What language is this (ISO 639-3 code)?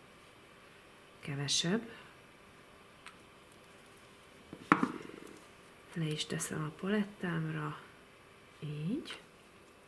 hun